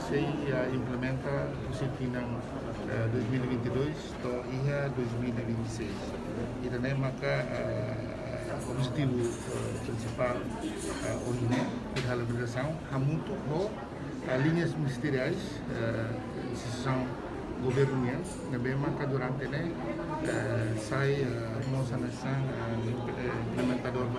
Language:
Tetum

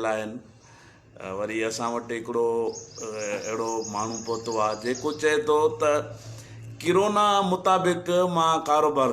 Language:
Sindhi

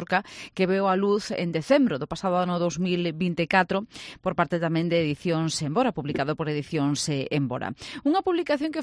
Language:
Galician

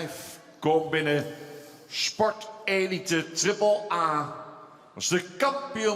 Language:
Western Frisian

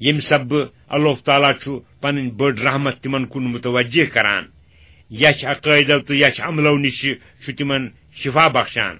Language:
Kashmiri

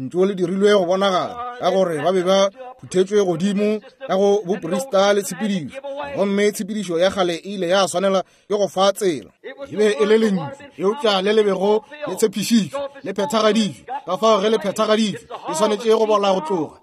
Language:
Northern Sotho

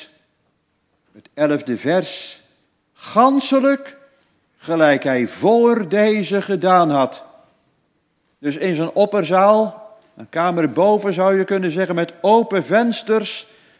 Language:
Dutch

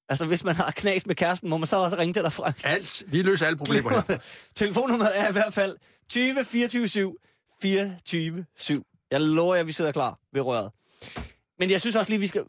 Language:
Danish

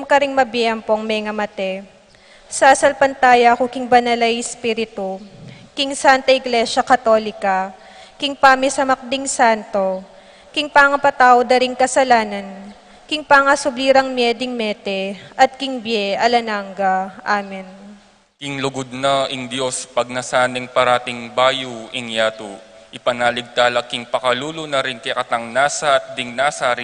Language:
Pampanga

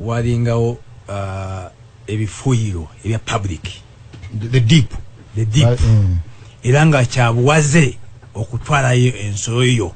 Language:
Ganda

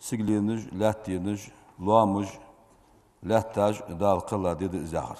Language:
Ingush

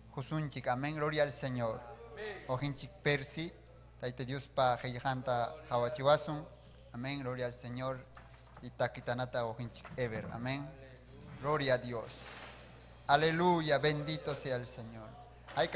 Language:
Ayacucho Quechua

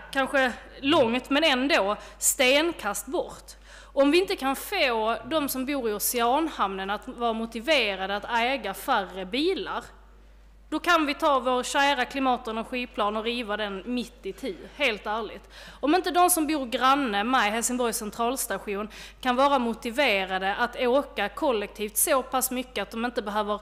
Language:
Swedish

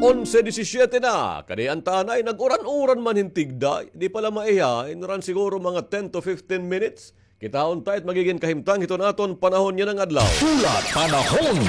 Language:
Waray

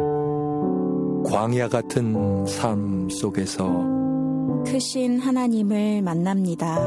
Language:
Korean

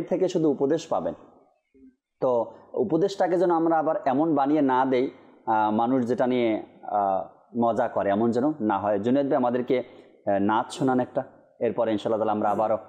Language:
Bangla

